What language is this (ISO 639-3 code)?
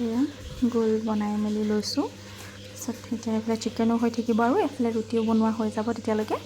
asm